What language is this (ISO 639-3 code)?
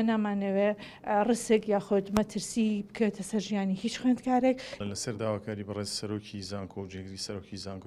ckb